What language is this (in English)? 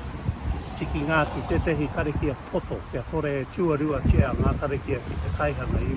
Māori